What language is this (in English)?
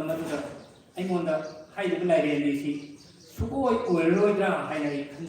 Manipuri